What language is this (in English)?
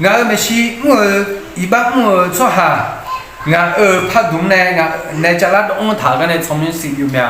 Akha